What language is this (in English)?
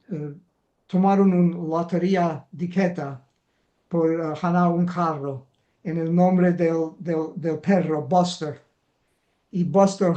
Ladino